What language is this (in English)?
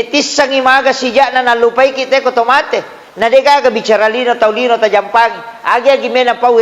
Buginese